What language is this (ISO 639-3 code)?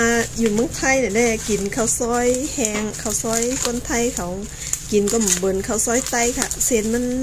shn